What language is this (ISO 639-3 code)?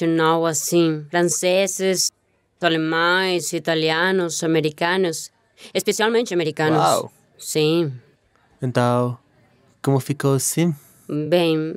por